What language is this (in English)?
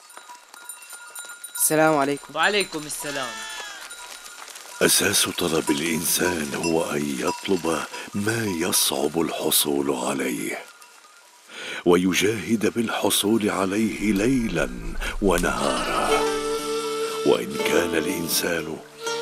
Arabic